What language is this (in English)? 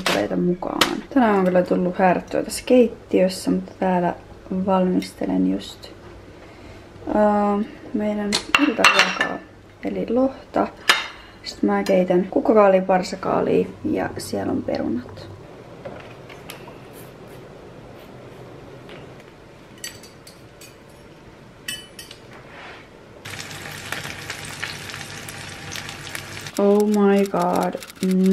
Finnish